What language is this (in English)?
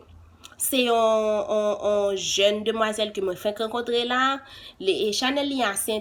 Haitian Creole